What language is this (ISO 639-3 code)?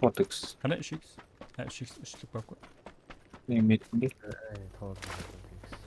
kaa